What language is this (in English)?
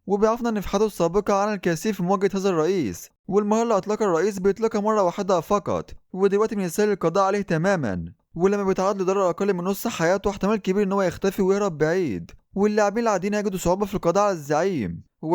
Egyptian Arabic